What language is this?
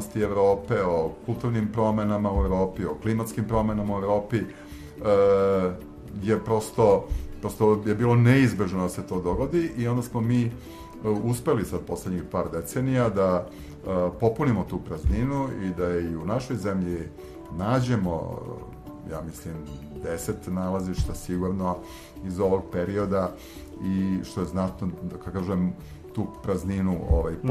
Serbian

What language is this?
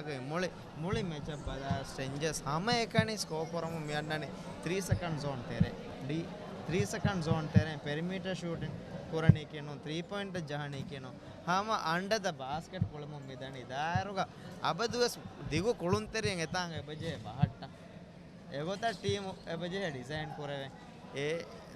Divehi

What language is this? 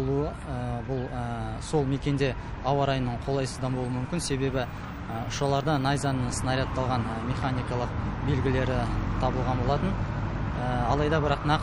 Kazakh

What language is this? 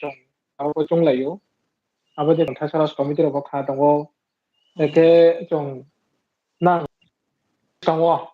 Riang (India)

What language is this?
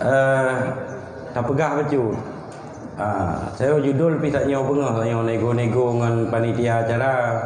Achinese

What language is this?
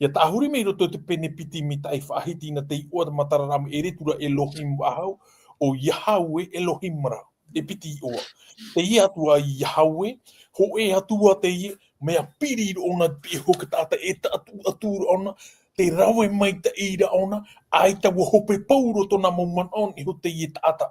Tahitian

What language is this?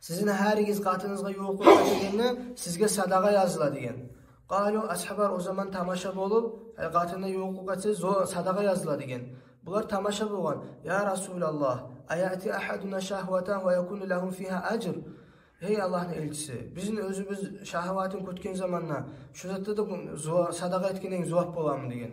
Kumyk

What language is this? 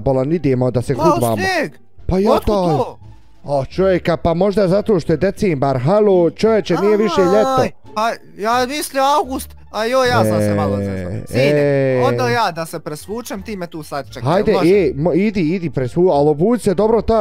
Bosnian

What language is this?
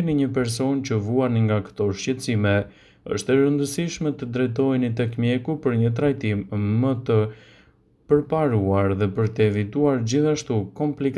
Albanian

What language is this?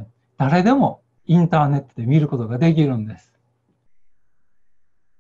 Japanese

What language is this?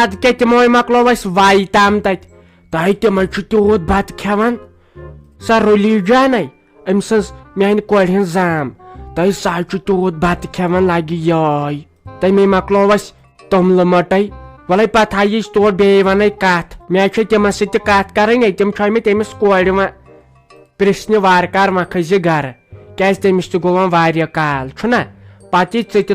Kashmiri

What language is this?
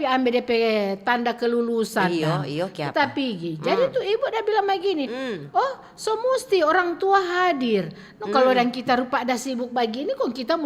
Manado Malay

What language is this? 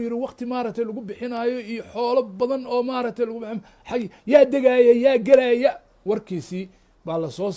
Somali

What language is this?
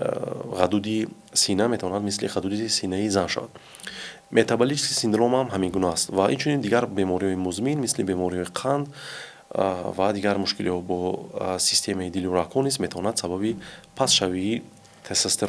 Tajik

